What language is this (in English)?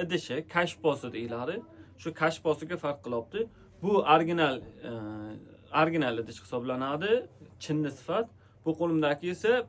Uzbek